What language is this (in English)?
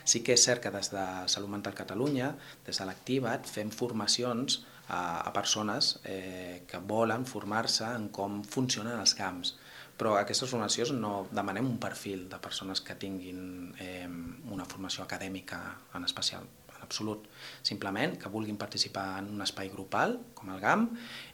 Catalan